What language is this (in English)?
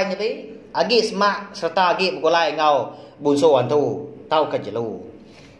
Iban